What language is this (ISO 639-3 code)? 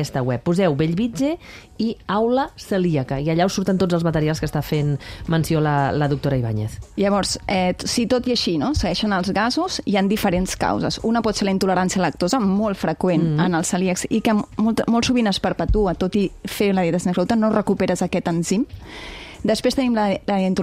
cat